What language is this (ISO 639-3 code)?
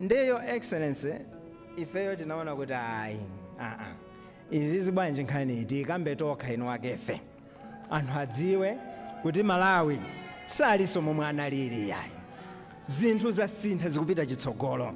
nya